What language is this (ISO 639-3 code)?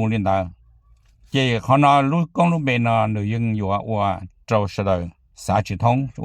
hmn